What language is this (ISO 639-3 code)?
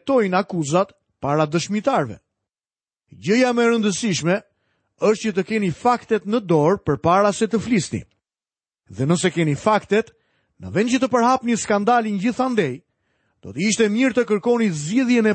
sqi